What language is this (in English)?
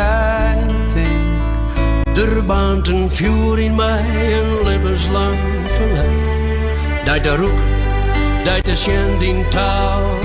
Western Frisian